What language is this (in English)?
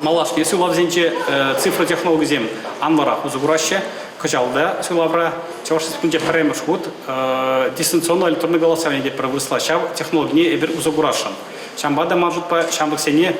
Chuvash